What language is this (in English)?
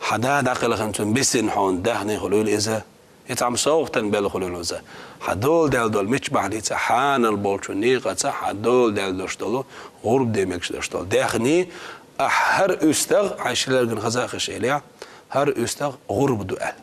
Chechen